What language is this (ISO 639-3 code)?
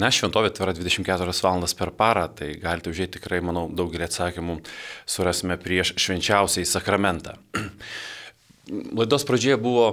lit